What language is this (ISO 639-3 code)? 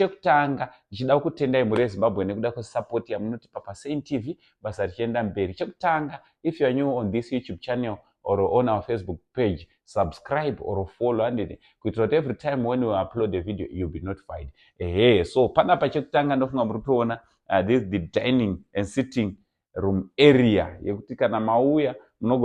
sna